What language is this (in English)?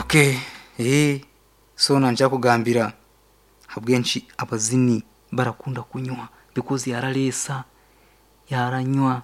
Nyankole